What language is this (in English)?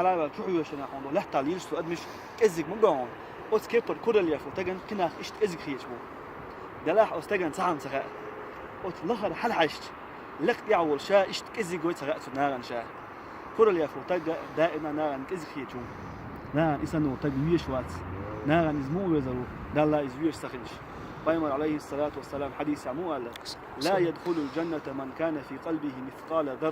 Chechen